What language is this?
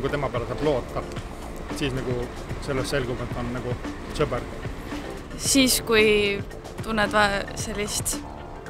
Estonian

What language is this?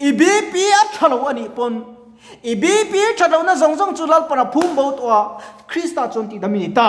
Mizo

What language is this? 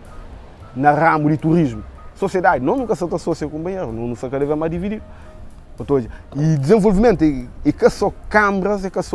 Kabuverdianu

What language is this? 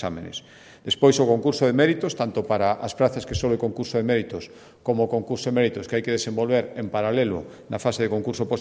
Galician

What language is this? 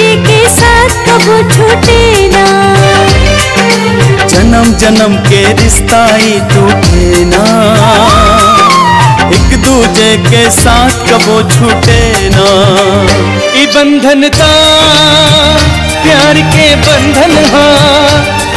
Bhojpuri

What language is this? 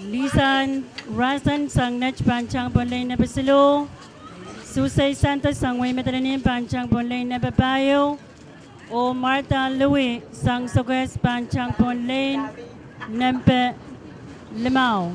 Pohnpeian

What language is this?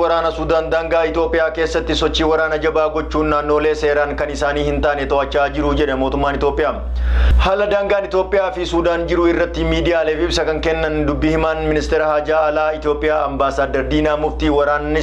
Oromo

